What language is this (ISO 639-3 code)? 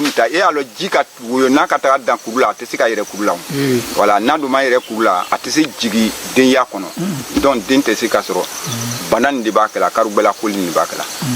bam